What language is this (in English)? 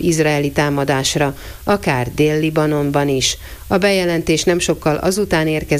Hungarian